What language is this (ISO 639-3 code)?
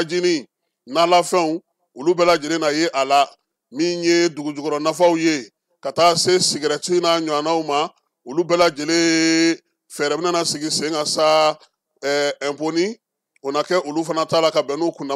bam